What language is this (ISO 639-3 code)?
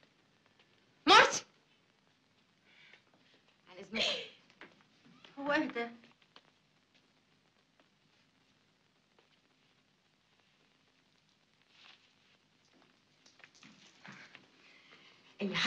arz